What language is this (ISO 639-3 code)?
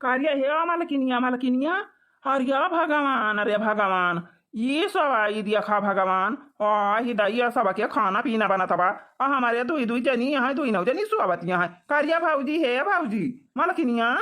awa